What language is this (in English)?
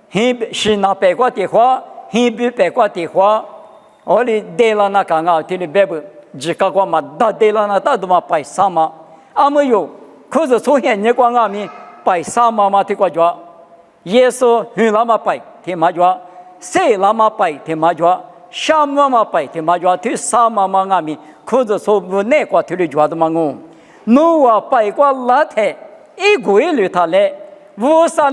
Lisu